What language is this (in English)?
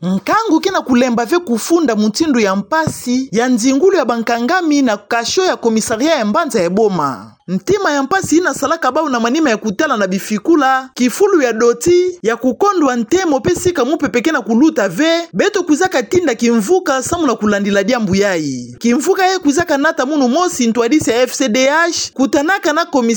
Kituba (Democratic Republic of Congo)